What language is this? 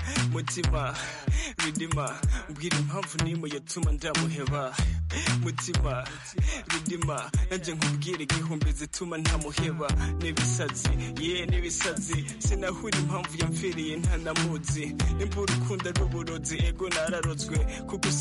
Kinyarwanda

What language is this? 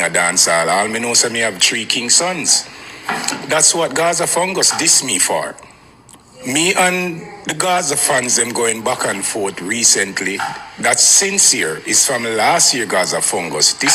Jamaican Creole English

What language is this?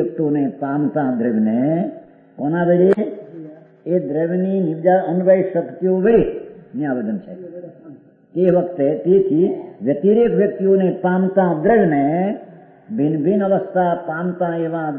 Gujarati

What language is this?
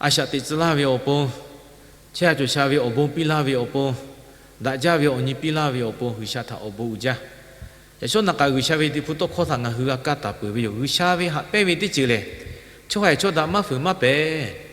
Lahu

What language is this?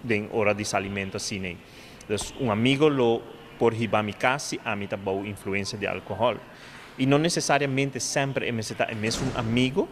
Papiamento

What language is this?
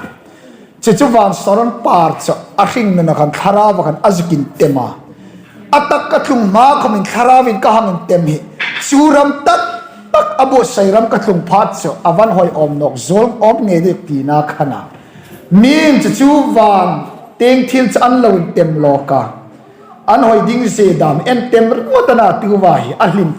Hmar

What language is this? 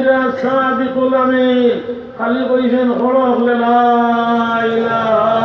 Sylheti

